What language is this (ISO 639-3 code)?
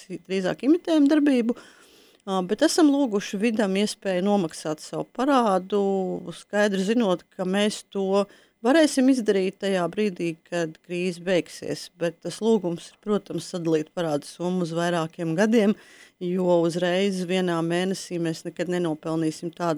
lav